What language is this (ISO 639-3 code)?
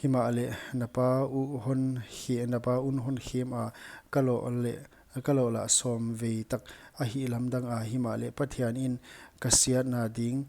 pck